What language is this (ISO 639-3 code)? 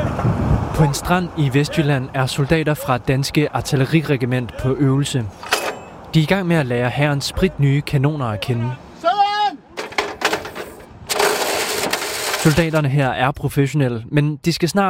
dan